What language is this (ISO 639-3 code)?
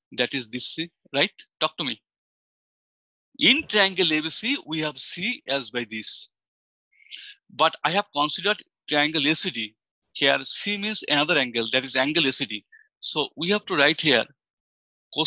eng